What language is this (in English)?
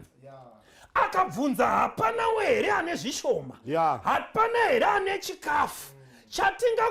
Shona